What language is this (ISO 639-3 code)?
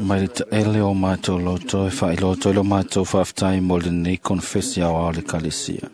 smo